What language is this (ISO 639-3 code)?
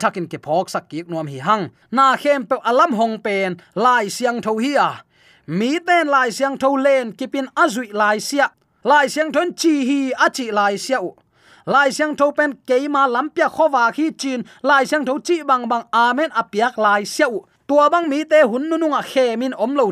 ctd